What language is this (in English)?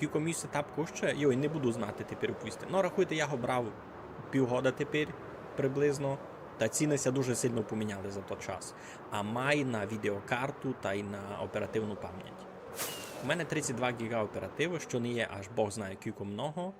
Rusyn